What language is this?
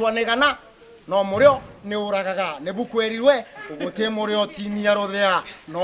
Meru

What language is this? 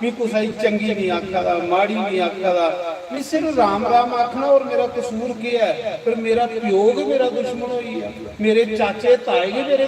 Dogri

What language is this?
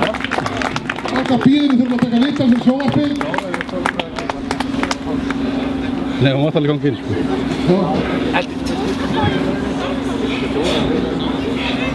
Icelandic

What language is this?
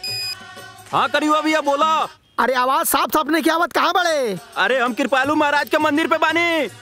Bhojpuri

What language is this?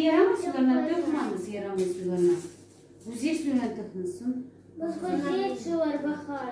Crimean Tatar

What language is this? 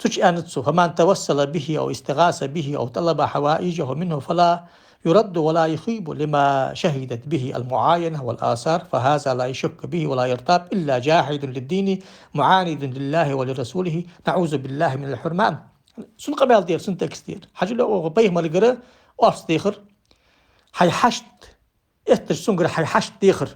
Ingush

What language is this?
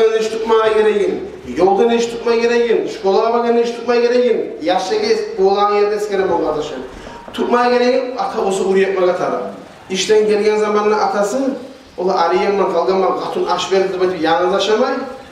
Kumyk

